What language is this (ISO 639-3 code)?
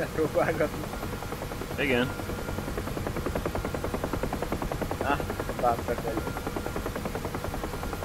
hun